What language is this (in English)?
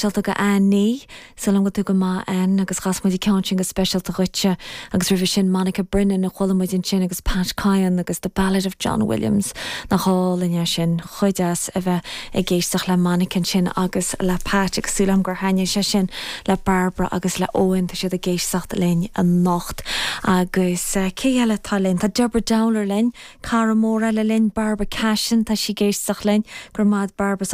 Irish